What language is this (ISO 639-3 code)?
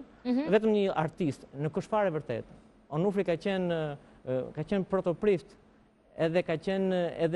sqi